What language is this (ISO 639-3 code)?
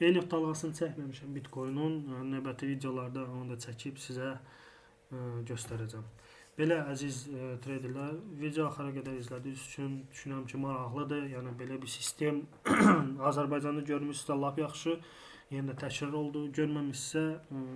aze